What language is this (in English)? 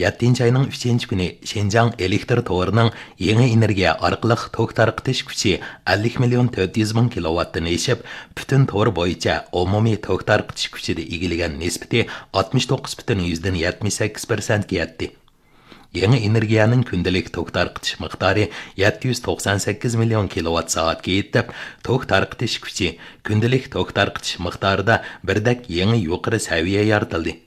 Uyghur